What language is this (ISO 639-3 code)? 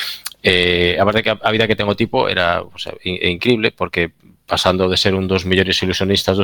glg